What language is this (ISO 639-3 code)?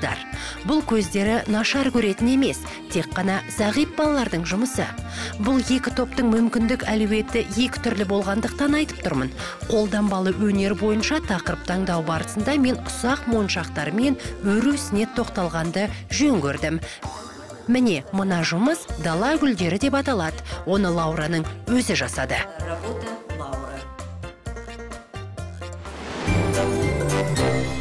kaz